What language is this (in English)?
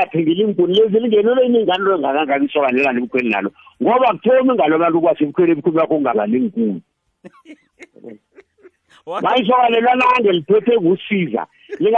South Ndebele